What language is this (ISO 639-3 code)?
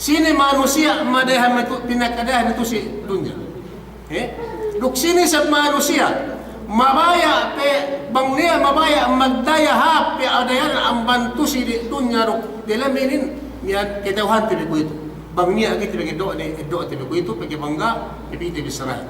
yka